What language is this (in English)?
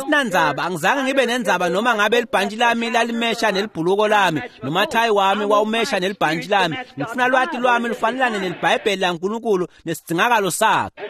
Swati